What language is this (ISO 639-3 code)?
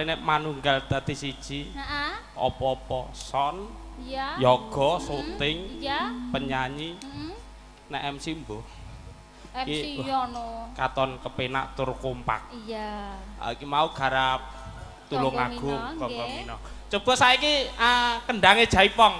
jav